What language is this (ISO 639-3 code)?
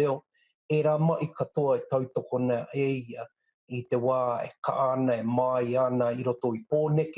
mri